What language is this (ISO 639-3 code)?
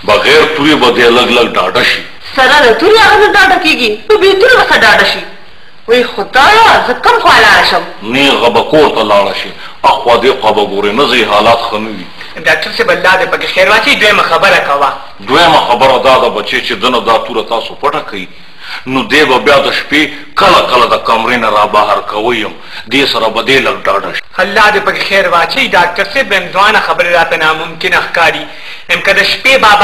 pus